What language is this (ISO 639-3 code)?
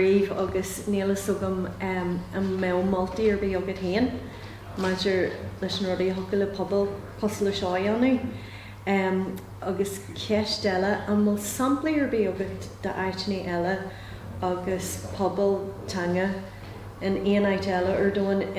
gle